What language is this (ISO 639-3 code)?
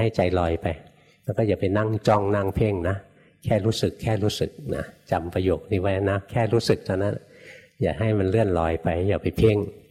tha